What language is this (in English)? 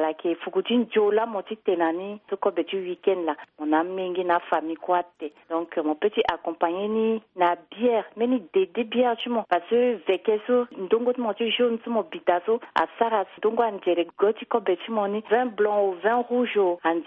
Sango